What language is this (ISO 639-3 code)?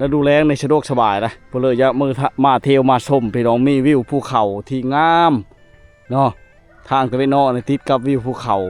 lao